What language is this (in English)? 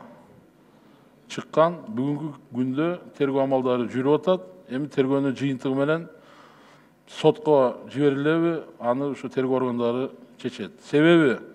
Kyrgyz